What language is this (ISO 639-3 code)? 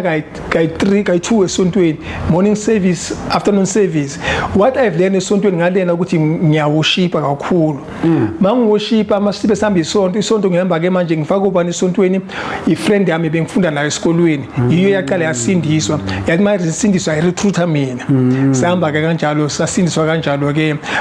zul